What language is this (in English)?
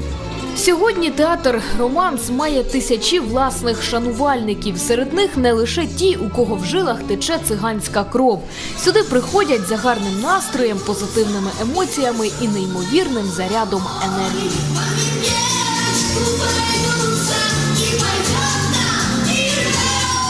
Ukrainian